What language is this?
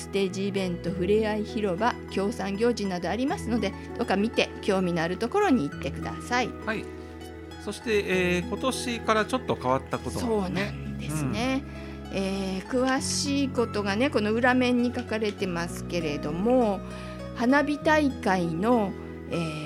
Japanese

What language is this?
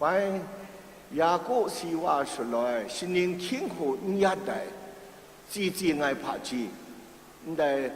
Kachin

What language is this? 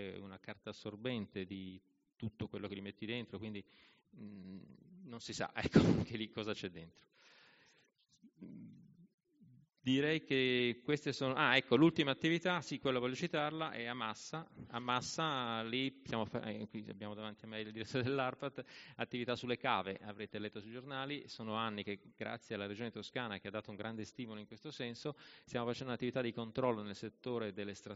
Italian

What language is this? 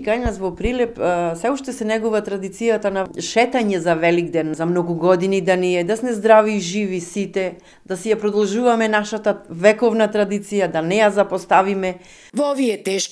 Macedonian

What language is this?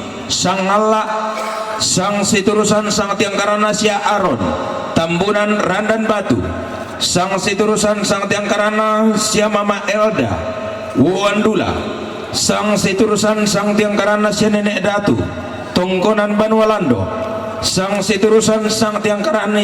Toraja-Sa'dan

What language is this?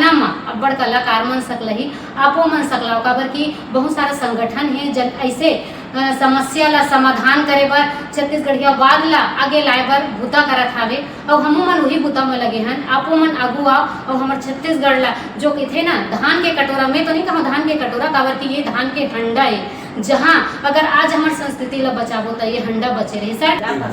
Chhattisgarhi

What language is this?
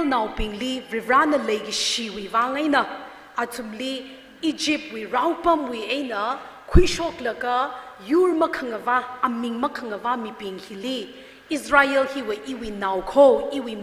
Tangkhul Naga (India)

